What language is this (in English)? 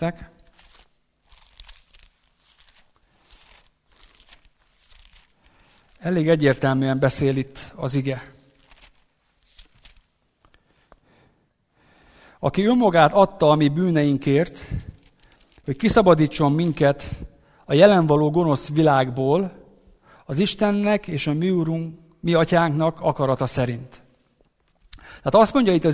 Hungarian